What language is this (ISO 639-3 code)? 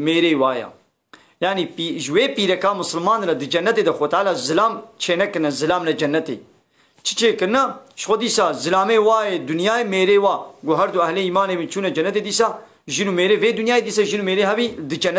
kur